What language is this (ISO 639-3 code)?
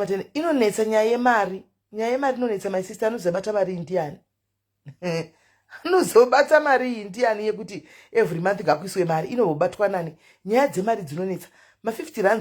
sna